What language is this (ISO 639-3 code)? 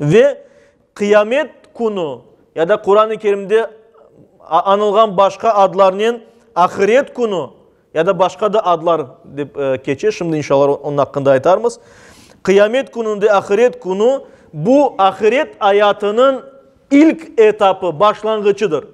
crh